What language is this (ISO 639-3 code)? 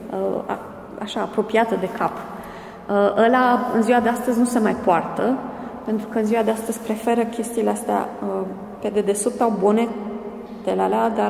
ron